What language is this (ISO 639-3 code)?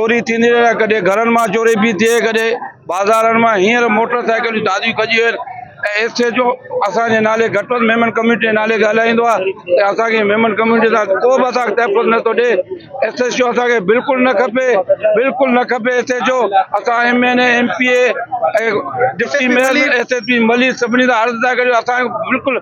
snd